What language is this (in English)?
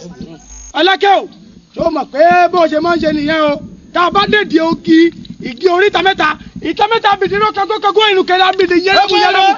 Yoruba